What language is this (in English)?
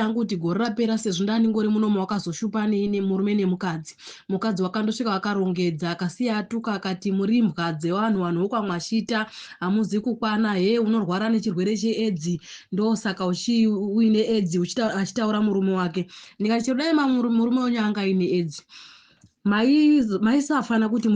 Shona